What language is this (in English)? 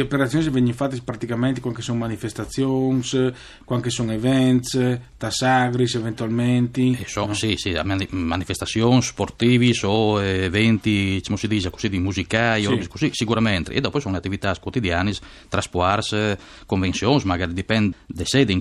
Friulian